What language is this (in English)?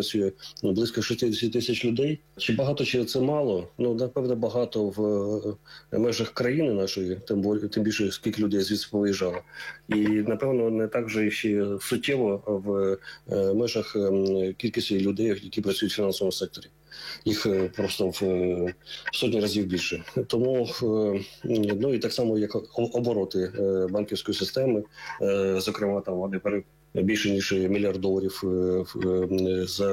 Ukrainian